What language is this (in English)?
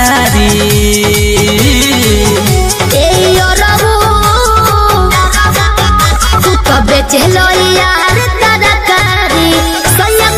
Bhojpuri